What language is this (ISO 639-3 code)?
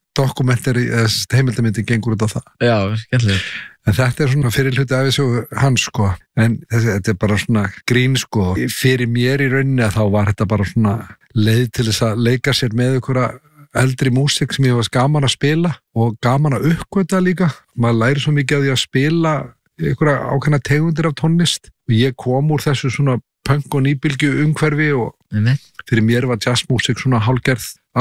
isl